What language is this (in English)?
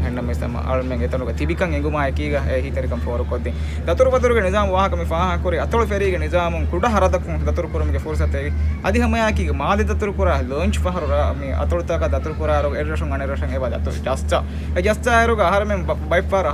Divehi